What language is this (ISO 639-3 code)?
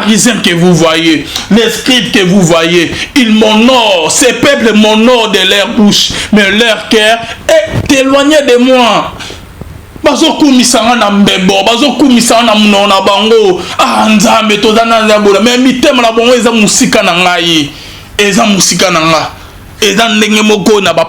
lin